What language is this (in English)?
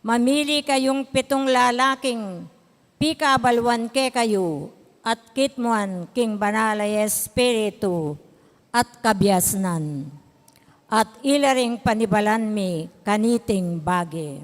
Pampanga